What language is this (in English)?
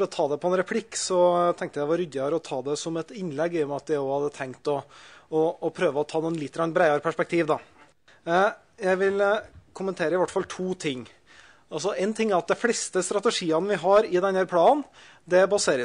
Norwegian